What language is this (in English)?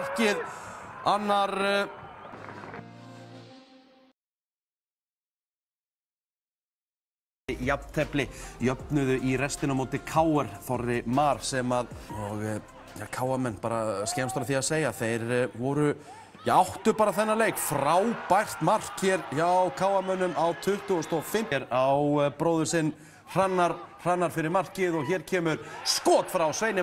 Icelandic